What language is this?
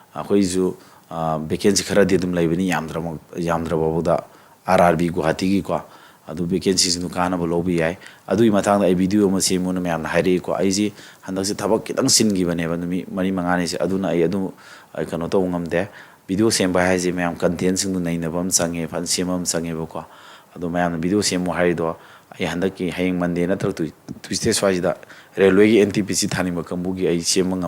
Manipuri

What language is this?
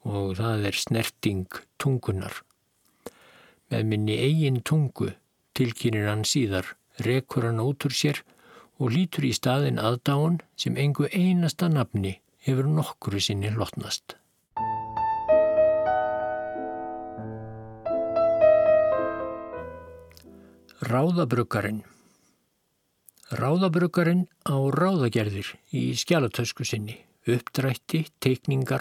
Icelandic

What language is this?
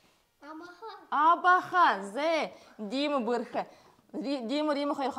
Buriat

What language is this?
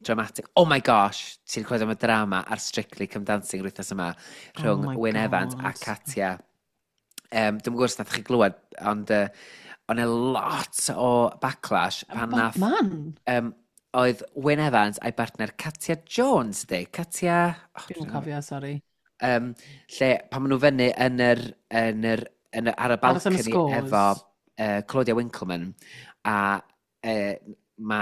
Welsh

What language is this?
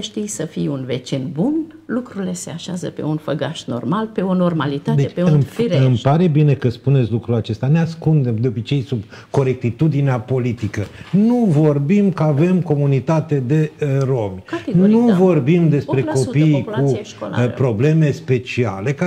Romanian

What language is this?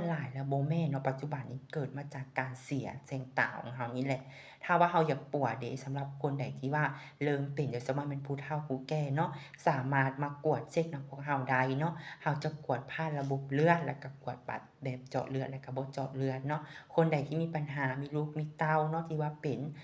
Lao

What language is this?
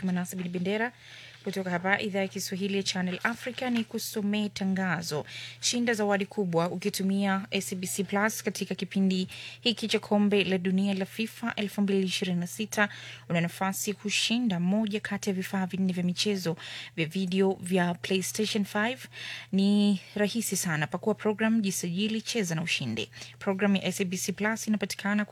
Swahili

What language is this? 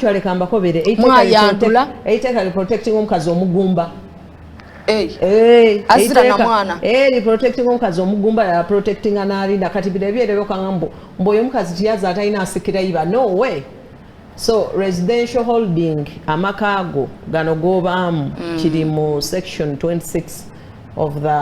Soga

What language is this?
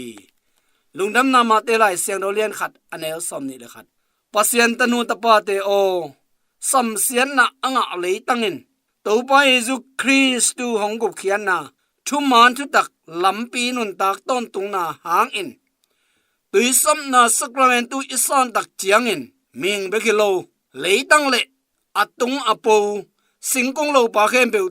Tedim Chin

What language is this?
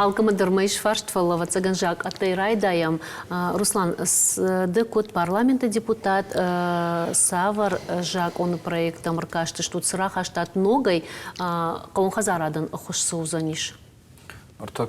Ossetic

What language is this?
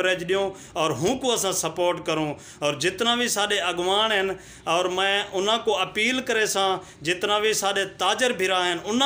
Saraiki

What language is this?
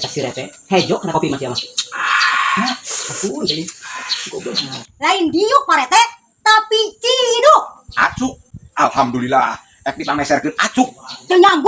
Sundanese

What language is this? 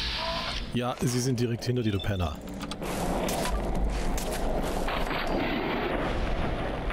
German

